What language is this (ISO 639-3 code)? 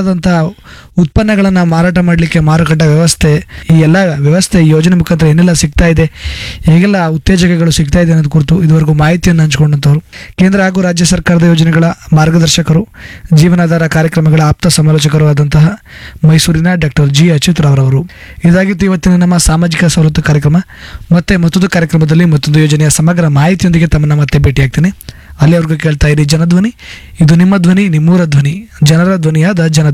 kan